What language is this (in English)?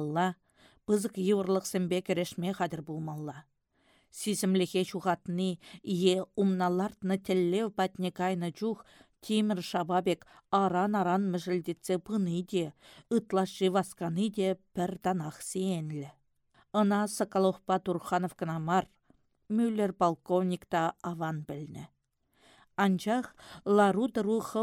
Chuvash